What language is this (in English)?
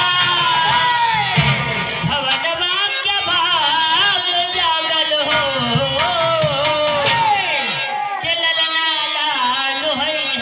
Bhojpuri